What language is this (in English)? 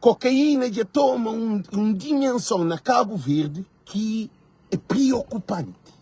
Kabuverdianu